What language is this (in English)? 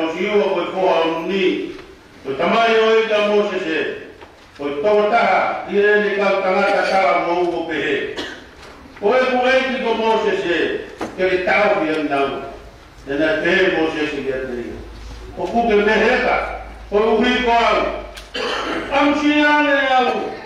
Tongan